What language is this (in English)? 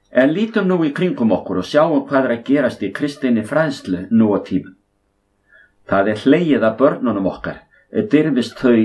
Icelandic